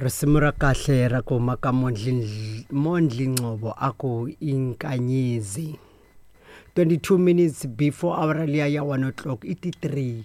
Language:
Tsonga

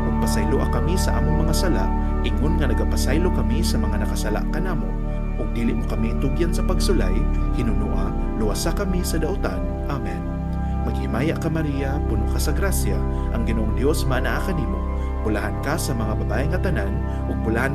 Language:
Cebuano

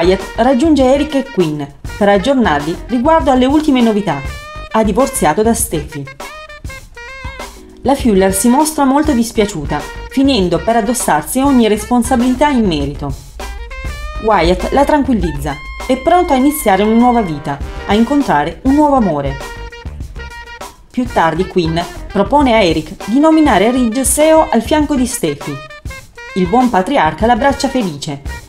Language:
Italian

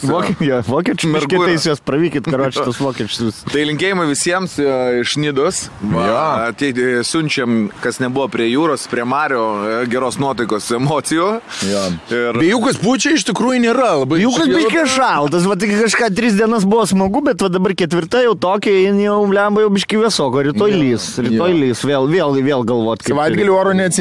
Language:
Lithuanian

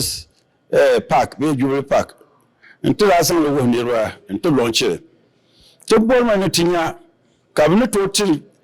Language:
Dagbani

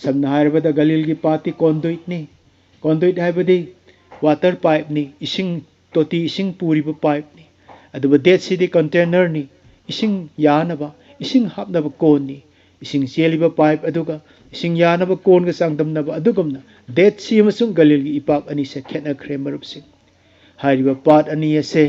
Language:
Manipuri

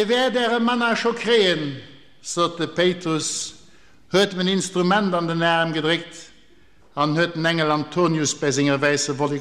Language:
Luxembourgish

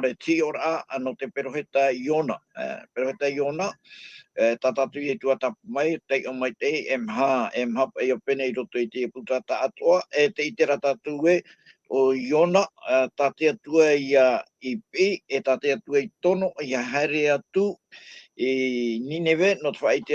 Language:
Tahitian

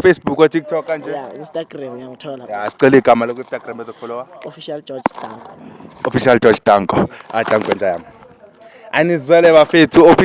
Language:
Zulu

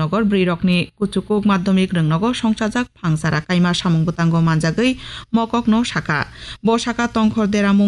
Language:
Kok Borok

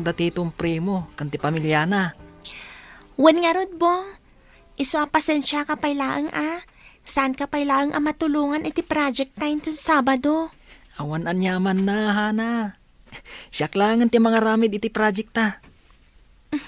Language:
Iloko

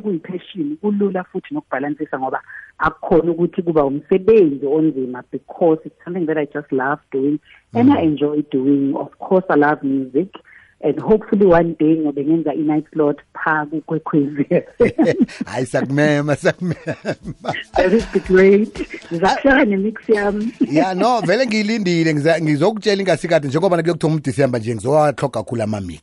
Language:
South Ndebele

